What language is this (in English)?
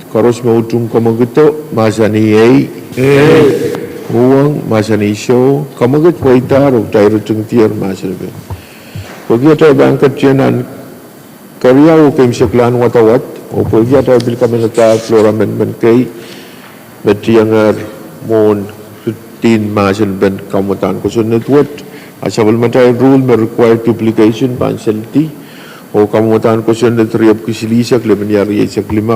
Pohnpeian